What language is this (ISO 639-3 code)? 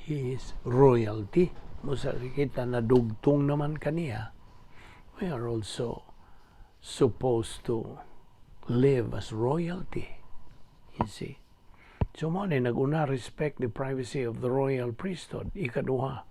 ceb